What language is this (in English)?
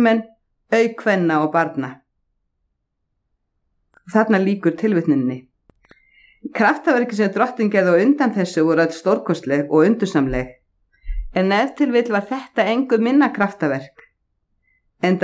Icelandic